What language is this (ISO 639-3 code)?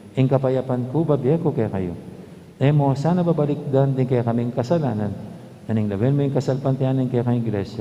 pam